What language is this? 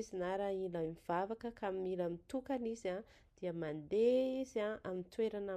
Malagasy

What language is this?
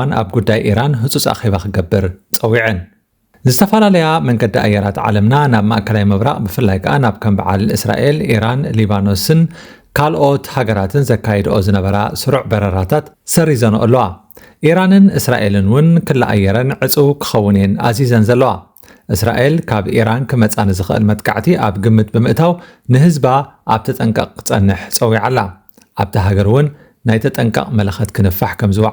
Tigrinya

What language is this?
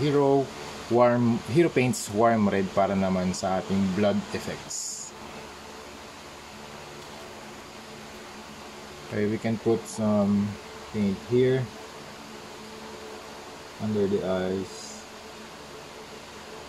Filipino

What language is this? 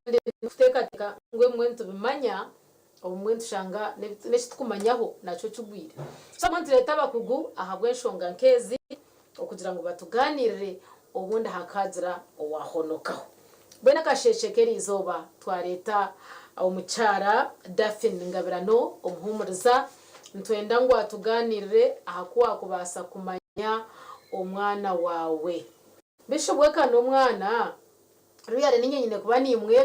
Nyankole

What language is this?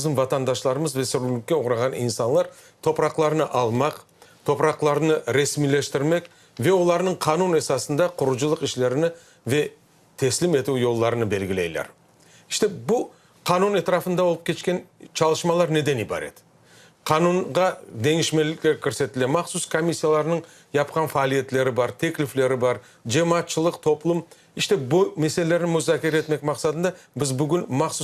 Crimean Tatar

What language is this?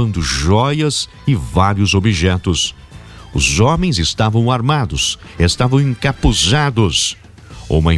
Portuguese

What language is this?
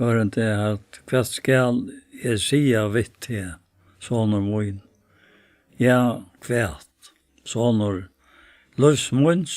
Faroese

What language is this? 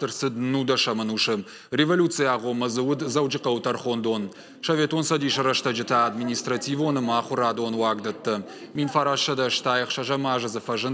Ossetic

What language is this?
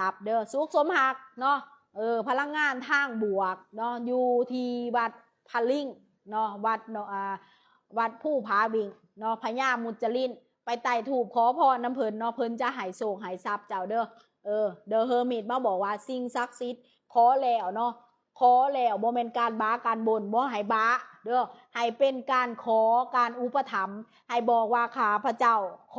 Lao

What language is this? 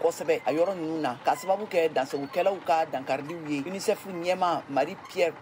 Bambara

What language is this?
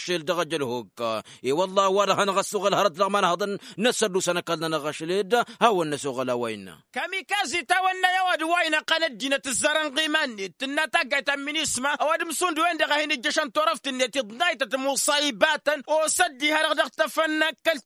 Tamasheq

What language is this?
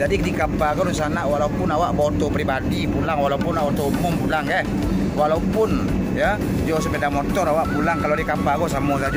Minangkabau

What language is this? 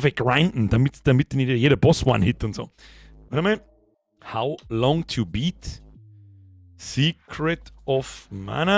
Bavarian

